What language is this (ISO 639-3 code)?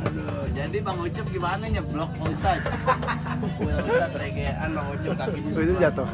bew